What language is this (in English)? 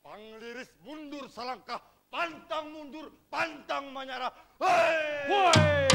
Banjar